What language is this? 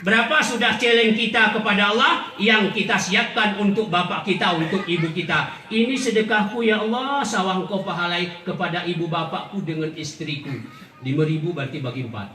Gayo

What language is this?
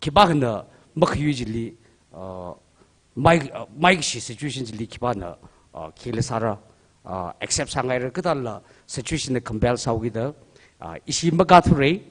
Tangkhul Naga (India)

